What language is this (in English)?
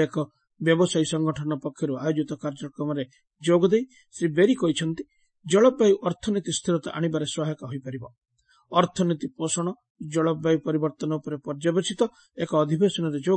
Odia